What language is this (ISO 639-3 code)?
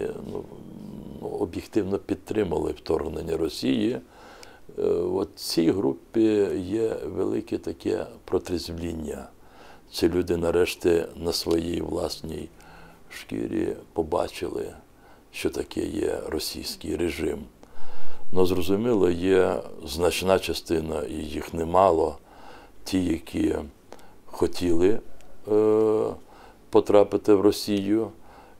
ukr